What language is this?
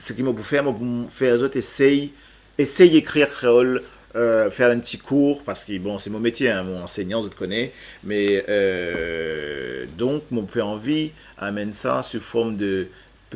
Morisyen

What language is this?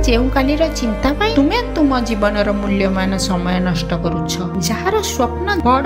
Odia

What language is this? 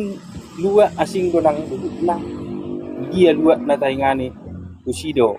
Batak Toba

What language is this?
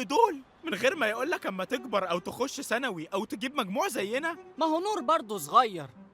Egyptian Arabic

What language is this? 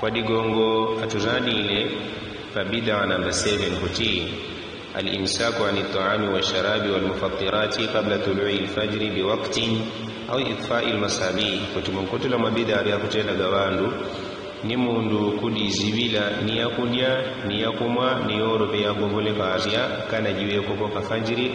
Yao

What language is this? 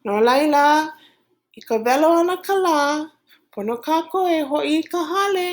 Hawaiian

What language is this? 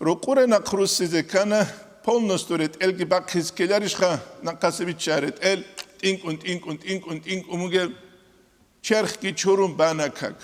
Avaric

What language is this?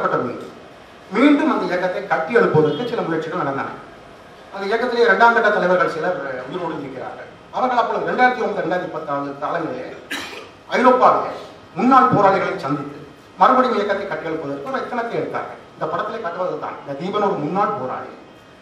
Tamil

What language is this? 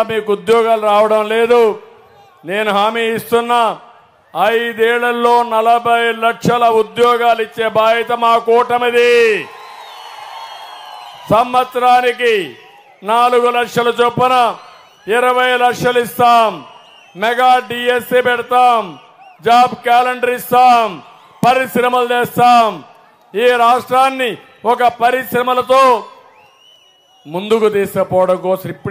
Telugu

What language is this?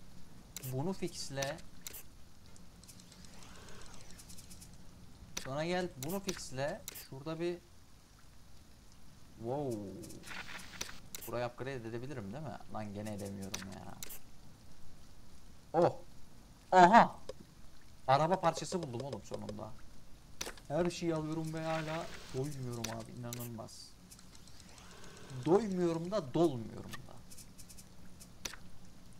Turkish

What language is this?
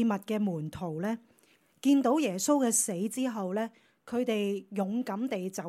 Cantonese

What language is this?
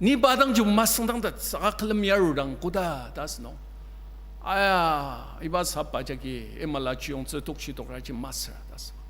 Ao Naga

